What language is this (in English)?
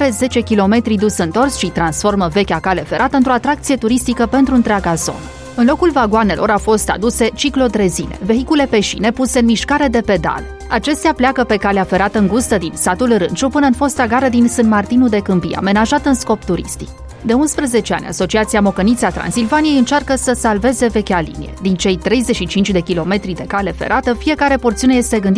Romanian